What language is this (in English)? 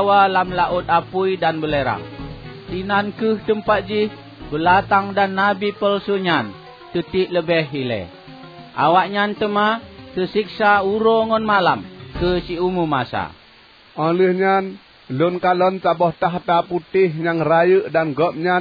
Achinese